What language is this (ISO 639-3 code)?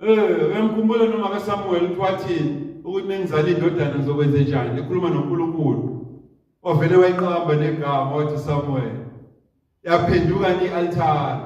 zul